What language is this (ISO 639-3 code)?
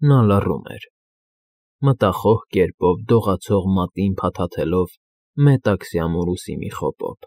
hye